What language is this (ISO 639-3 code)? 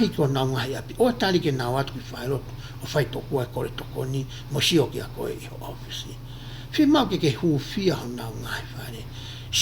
ton